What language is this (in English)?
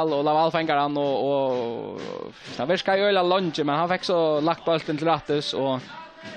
Faroese